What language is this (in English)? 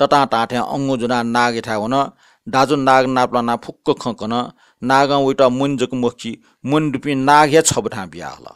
Newari